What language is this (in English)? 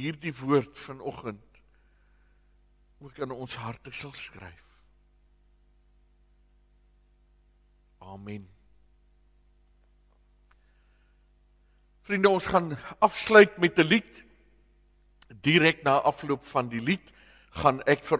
Afrikaans